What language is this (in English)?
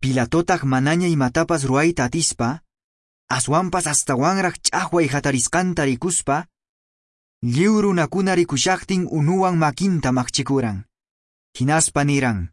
Quechua